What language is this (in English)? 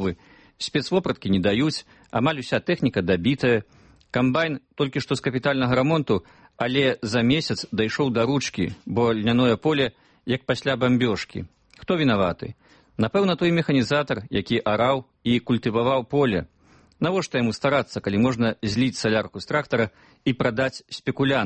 Belarusian